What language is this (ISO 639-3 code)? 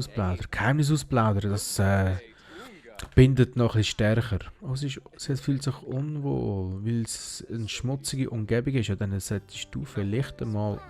gsw